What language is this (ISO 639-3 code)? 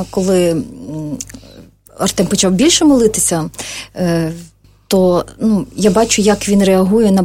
ukr